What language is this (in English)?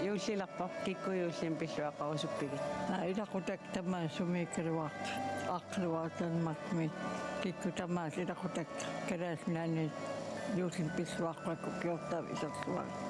Kalaallisut